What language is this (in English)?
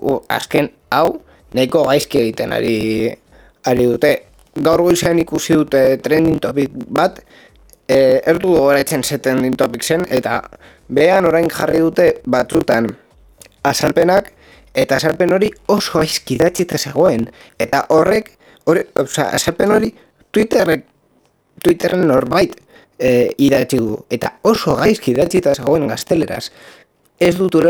Basque